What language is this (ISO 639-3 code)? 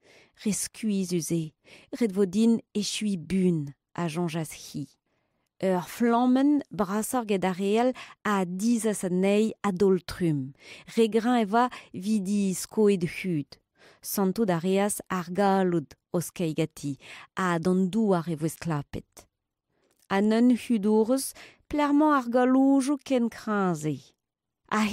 bre